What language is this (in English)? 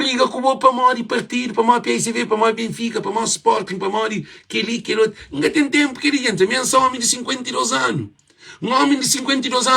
Kabuverdianu